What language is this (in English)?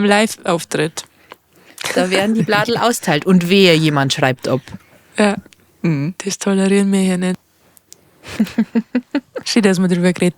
Bavarian